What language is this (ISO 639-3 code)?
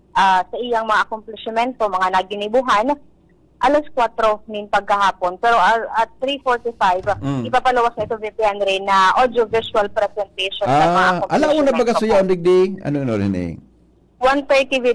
bik